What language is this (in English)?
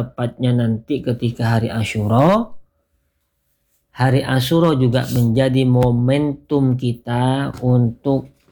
Indonesian